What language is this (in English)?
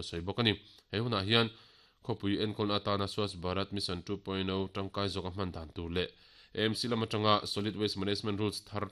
Mizo